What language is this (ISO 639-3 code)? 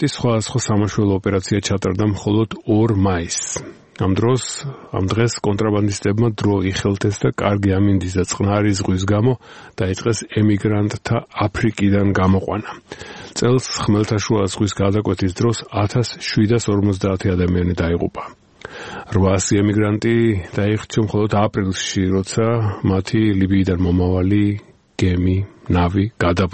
kat